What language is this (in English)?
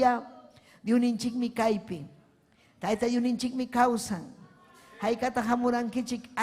Ayacucho Quechua